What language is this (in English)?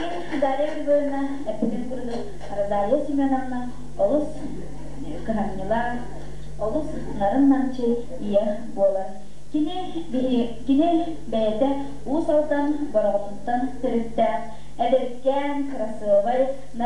Yakut